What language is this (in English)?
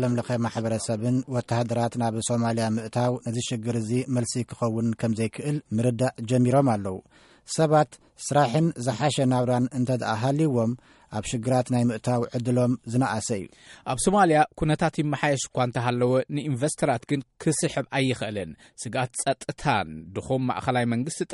Tigrinya